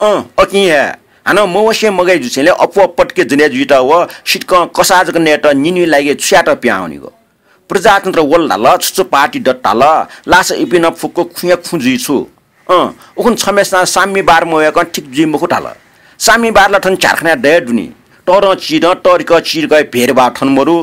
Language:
Newari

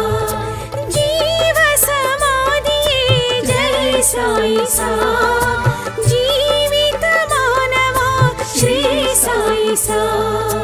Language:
Telugu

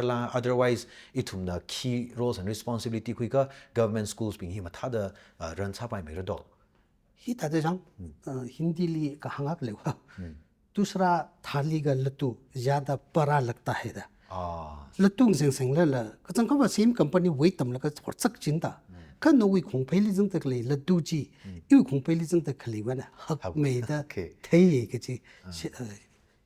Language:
Tangkhul Naga (India)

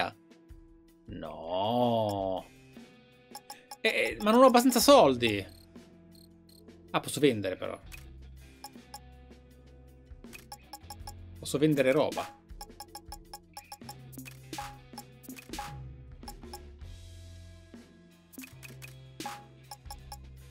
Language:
Italian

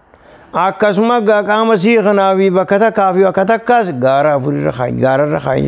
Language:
Oromo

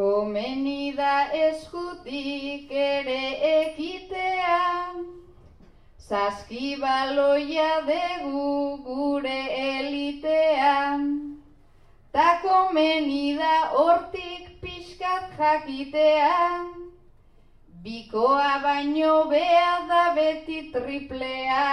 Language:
Basque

